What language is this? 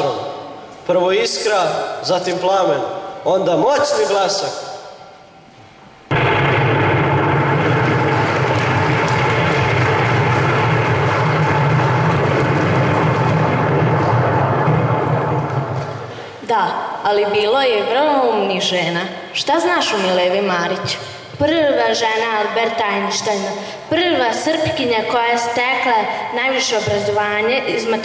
Serbian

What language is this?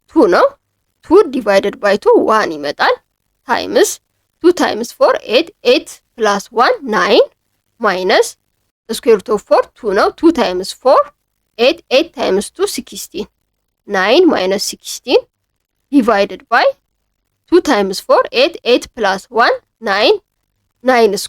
Amharic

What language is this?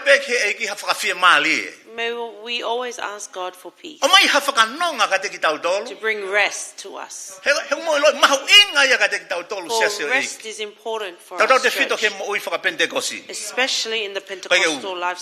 Tongan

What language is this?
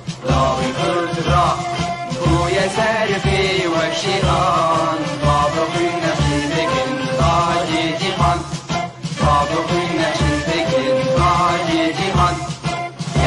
Kurdish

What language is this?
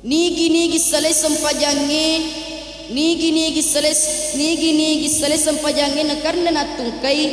Buginese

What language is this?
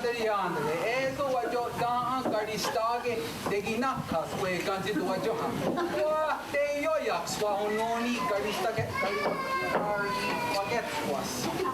Mohawk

